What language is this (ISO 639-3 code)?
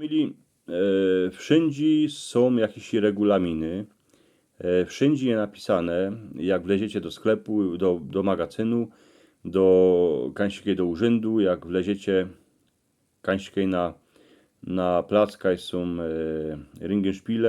szl